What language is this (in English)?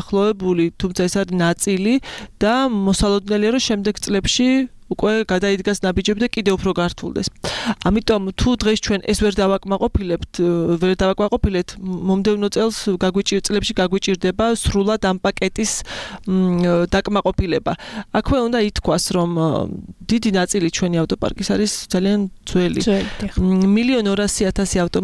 Georgian